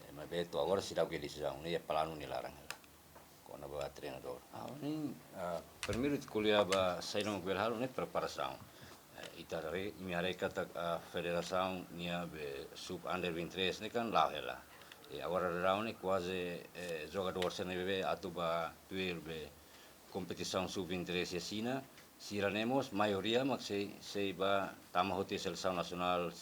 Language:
Tetum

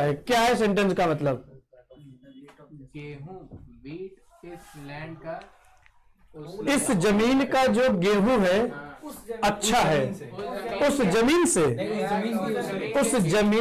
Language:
Hindi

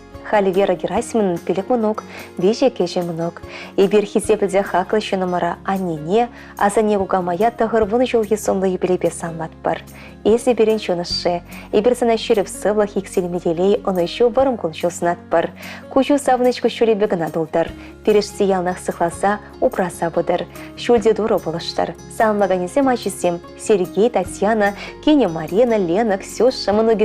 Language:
Chuvash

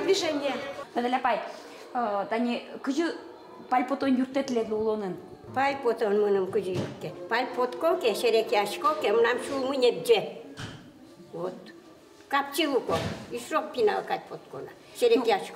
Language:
Udmurt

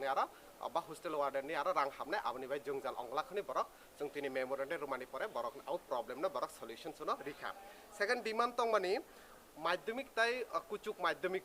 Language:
Riang (India)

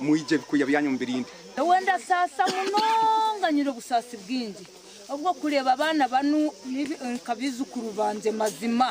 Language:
Nyankole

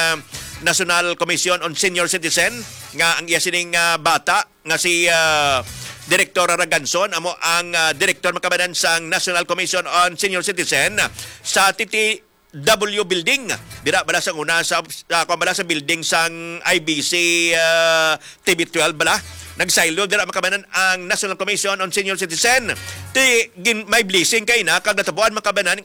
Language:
Hiligaynon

